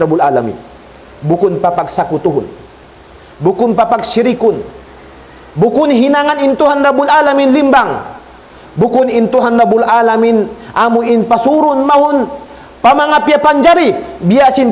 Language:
Tausug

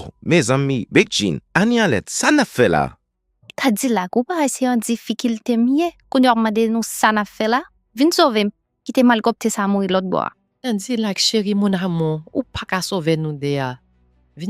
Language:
Haitian Creole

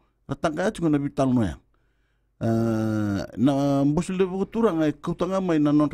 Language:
Fijian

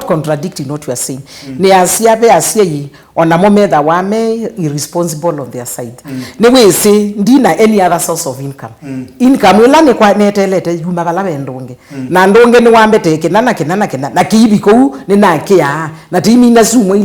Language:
Kamba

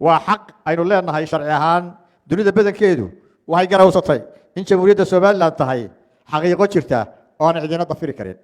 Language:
Somali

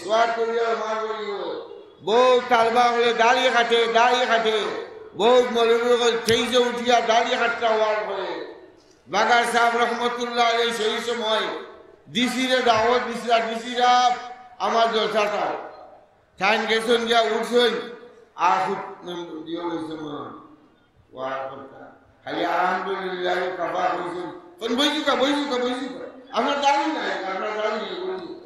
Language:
Sylheti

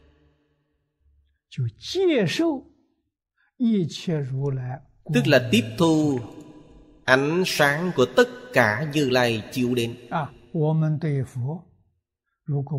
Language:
Vietnamese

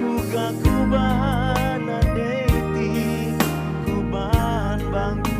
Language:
Batak Karo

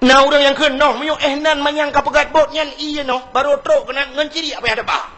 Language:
Achinese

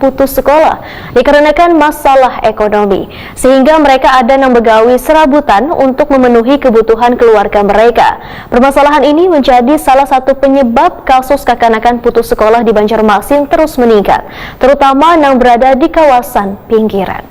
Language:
Banjar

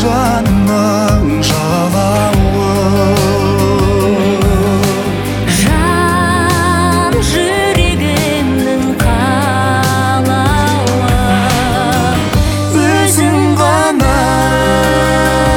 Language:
Kazakh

